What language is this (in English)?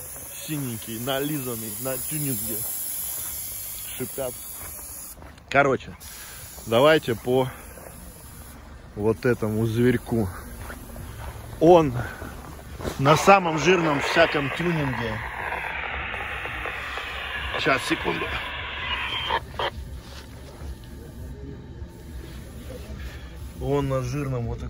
Russian